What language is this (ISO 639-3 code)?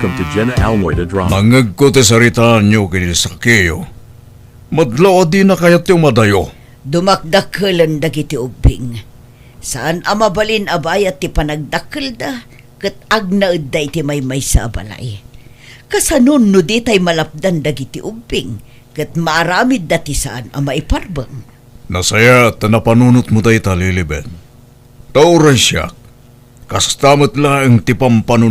ilo